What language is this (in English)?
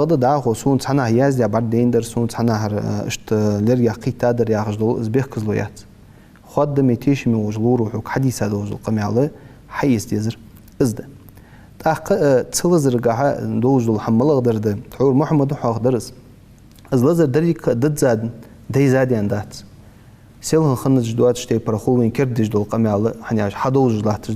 Ingush